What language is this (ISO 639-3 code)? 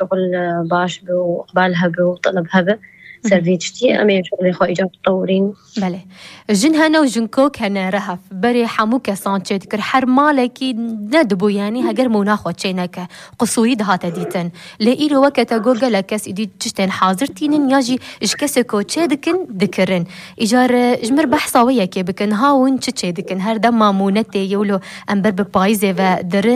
kur